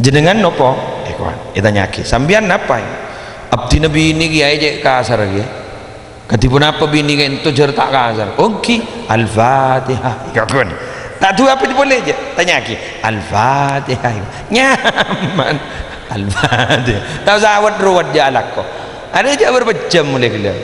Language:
Madurese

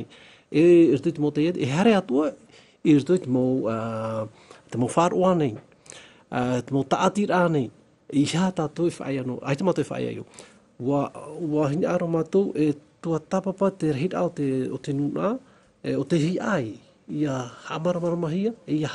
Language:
Tahitian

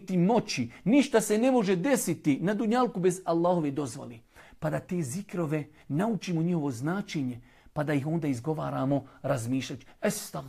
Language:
Bosnian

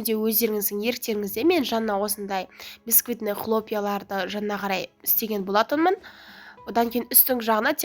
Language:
Kazakh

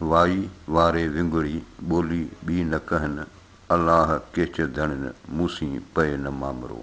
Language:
Sindhi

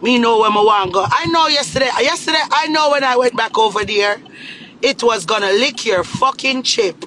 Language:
Jamaican Creole English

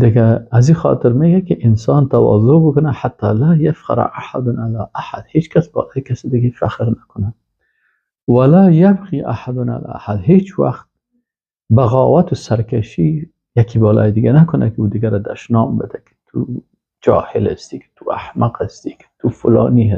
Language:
Persian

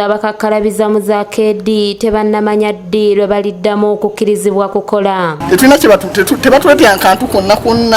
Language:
Ganda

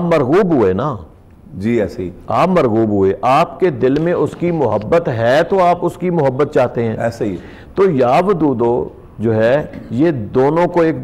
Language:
Urdu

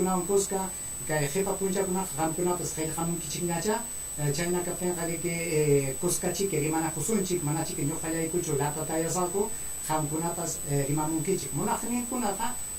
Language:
Ayacucho Quechua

